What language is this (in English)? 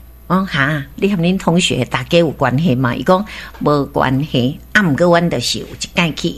Min Nan Chinese